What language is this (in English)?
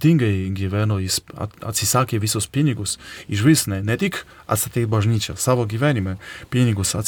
Lithuanian